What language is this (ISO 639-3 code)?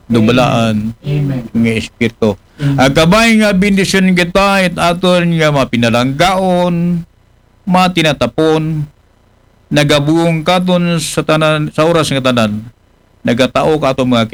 akl